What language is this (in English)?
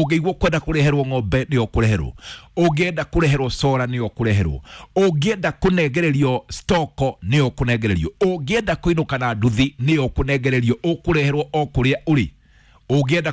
Kikuyu